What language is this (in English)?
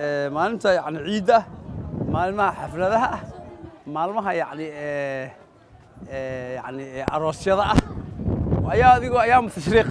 Somali